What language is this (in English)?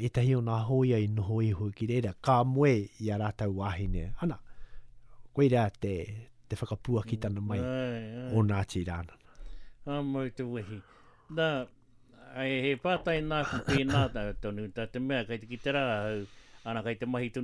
Māori